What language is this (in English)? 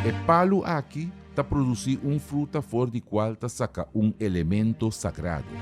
Papiamento